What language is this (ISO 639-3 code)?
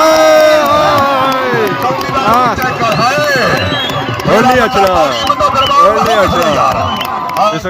phr